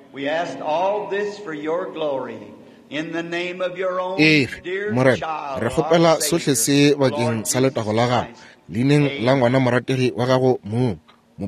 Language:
Northern Sotho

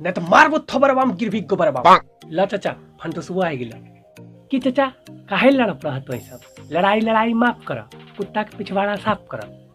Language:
Magahi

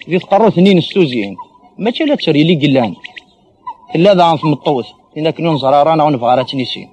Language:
Kabyle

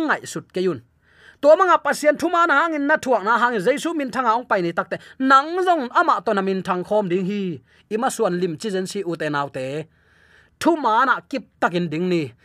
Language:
Tedim Chin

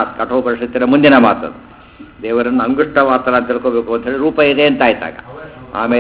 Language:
Kannada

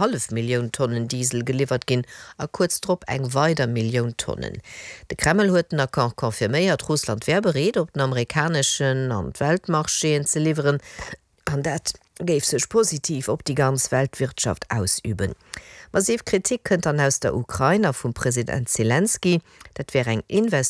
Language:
Luxembourgish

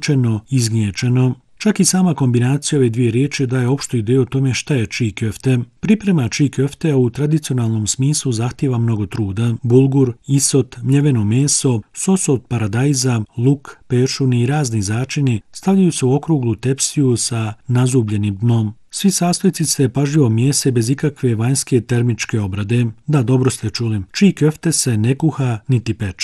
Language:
Bosnian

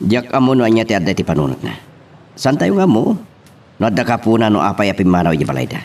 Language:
Iloko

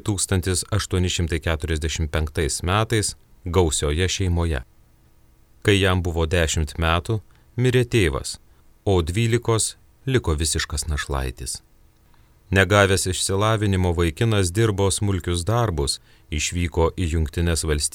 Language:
Lithuanian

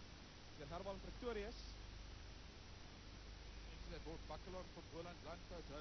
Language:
Afrikaans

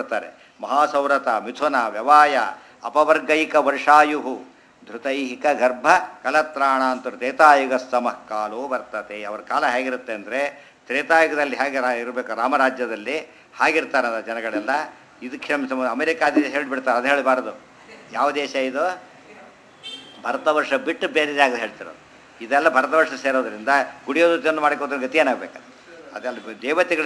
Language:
Kannada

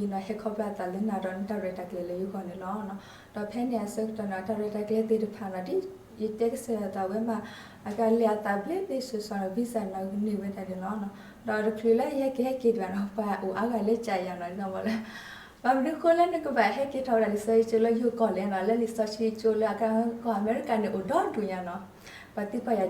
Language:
S'gaw Karen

